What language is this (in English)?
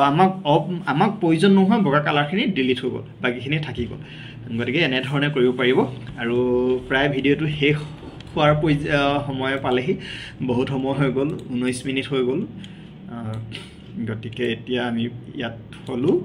Assamese